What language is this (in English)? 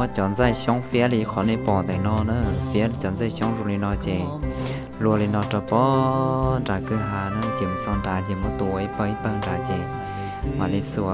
Hmong